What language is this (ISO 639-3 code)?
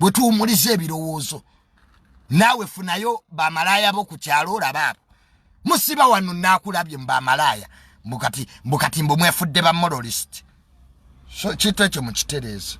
lug